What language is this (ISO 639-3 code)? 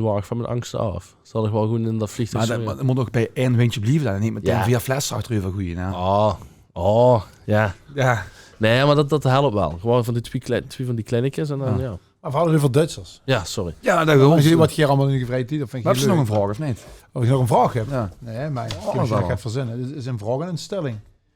lim